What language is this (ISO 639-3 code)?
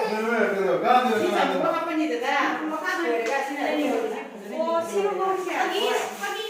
mni